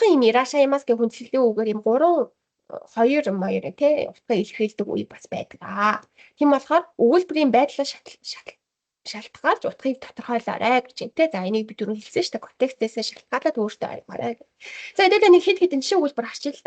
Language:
Mongolian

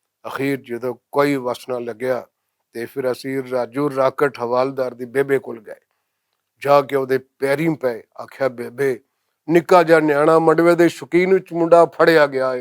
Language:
Western Panjabi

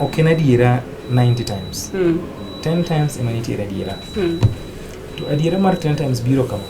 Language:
Luo (Kenya and Tanzania)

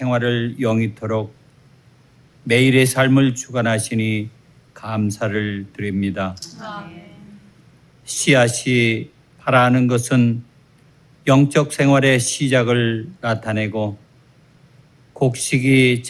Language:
Korean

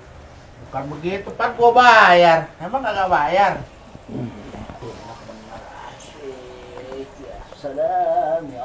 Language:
Betawi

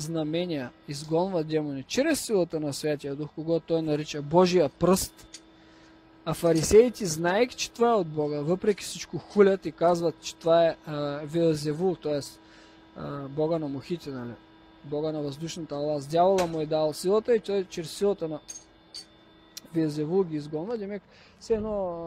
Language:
Bulgarian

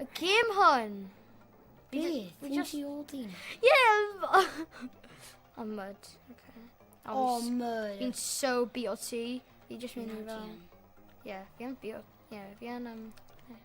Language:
Welsh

